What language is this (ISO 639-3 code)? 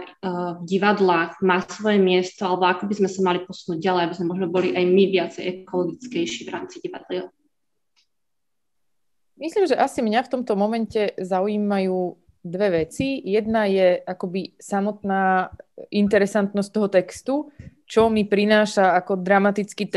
slk